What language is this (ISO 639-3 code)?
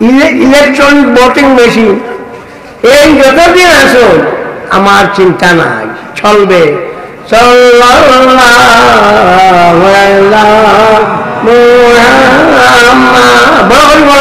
syl